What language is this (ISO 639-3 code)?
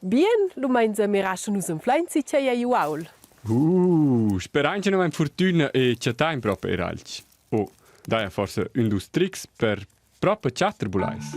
roh